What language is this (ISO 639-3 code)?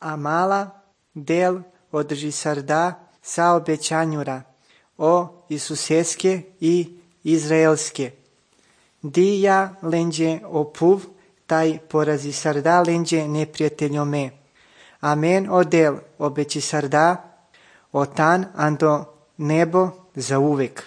srp